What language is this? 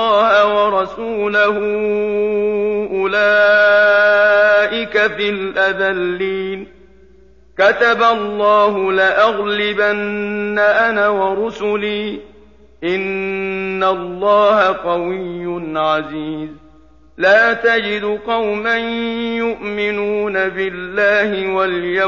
Arabic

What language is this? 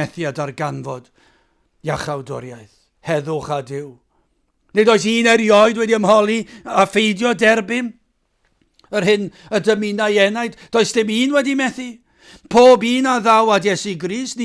Welsh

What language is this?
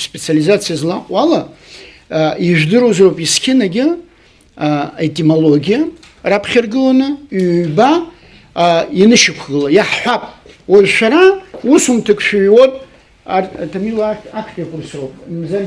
Abkhazian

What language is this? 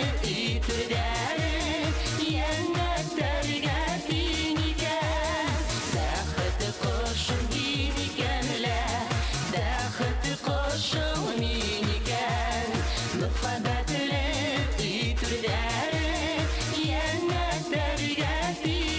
Bashkir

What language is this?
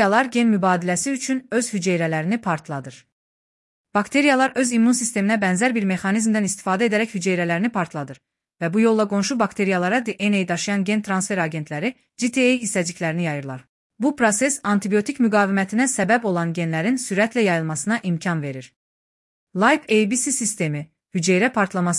Azerbaijani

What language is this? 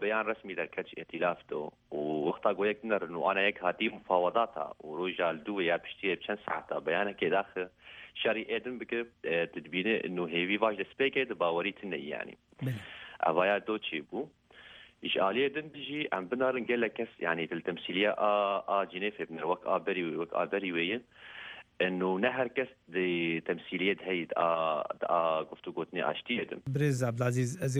Central Kurdish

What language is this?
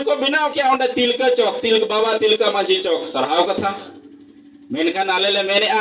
Santali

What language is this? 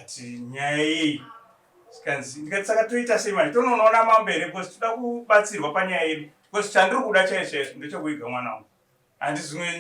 Shona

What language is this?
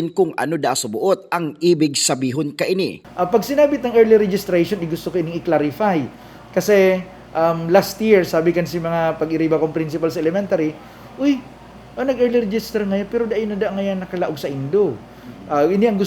Bikol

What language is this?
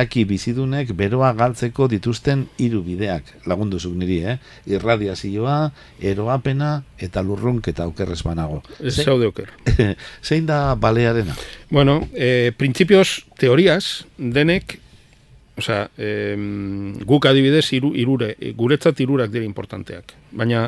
Basque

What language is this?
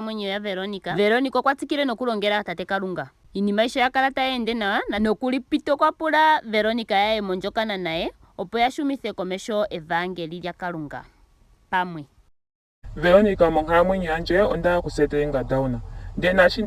Ndonga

